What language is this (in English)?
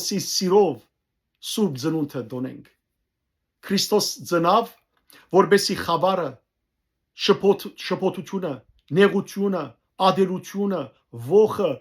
Western Armenian